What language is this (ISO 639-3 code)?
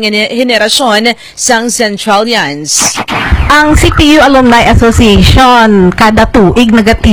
hil